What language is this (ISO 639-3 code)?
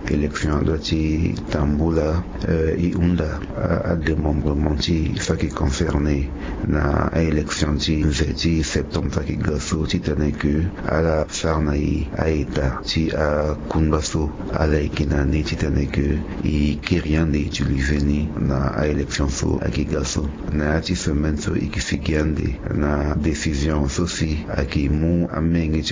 sag